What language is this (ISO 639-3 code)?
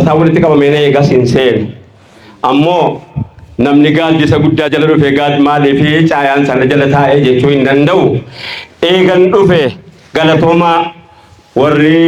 orm